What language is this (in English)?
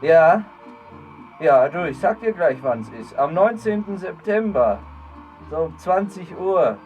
Bavarian